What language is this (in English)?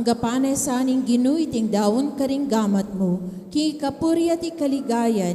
Pampanga